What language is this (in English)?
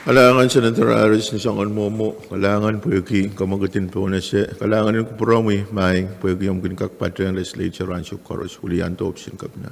Pohnpeian